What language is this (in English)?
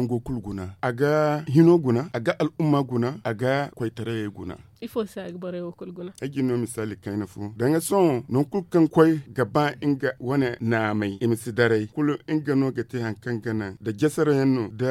Zarma